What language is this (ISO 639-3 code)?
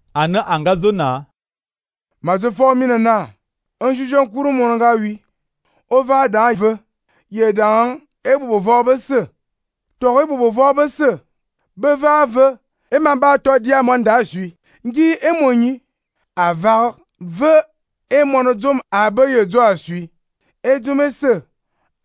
fan